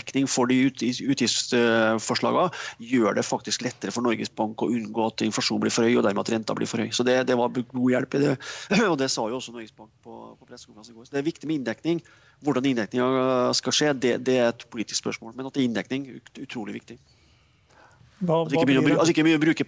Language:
Norwegian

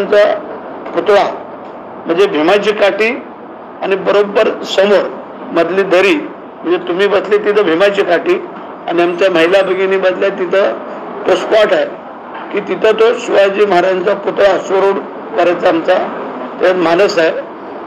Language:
Marathi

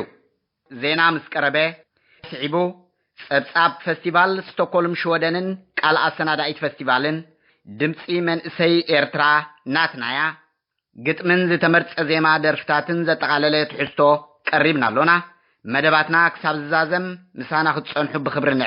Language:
Tigrinya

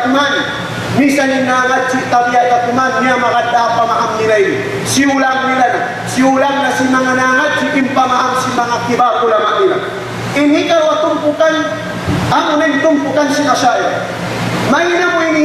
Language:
Tausug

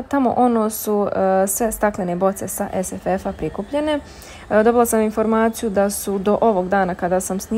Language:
Croatian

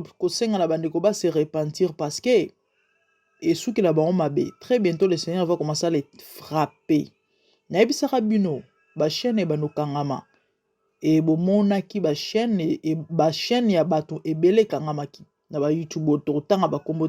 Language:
Lingala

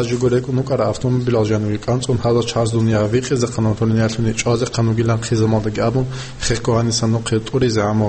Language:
Avaric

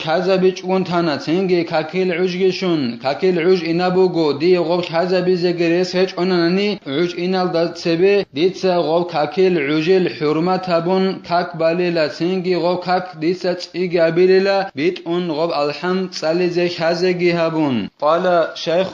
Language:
Avaric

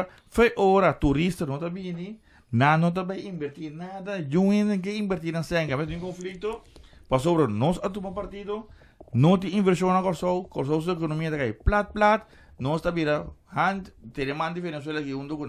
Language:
Papiamento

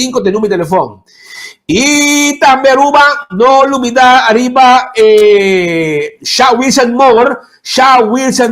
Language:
Papiamento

